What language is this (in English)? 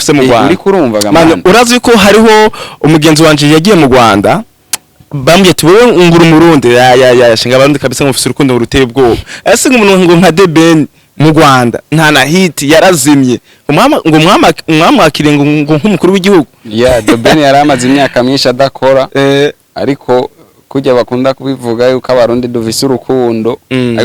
Rundi